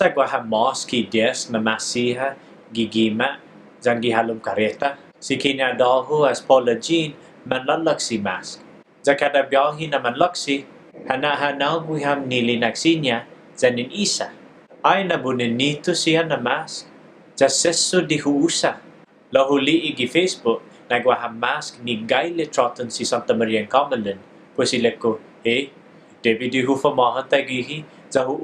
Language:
Chamorro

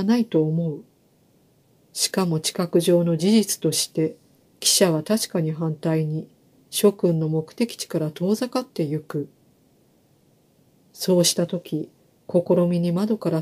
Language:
Japanese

